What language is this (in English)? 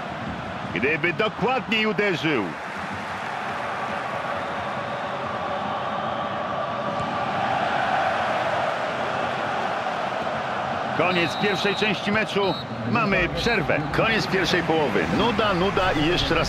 Polish